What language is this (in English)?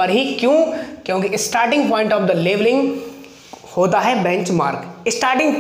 Hindi